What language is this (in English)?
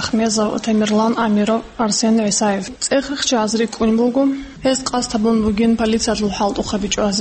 Avaric